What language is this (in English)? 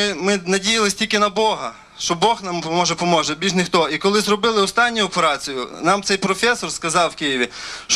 Ukrainian